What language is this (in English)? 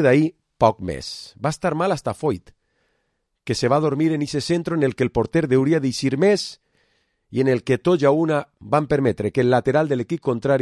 Catalan